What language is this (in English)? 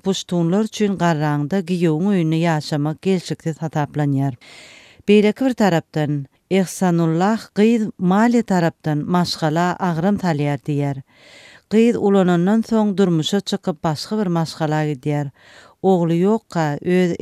Turkmen